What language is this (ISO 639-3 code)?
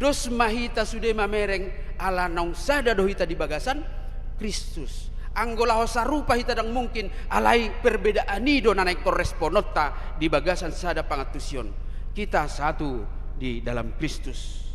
bbc